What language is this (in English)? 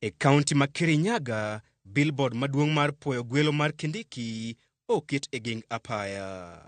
Luo (Kenya and Tanzania)